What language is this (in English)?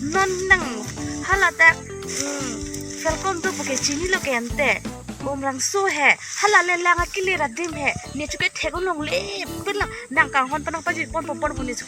Karbi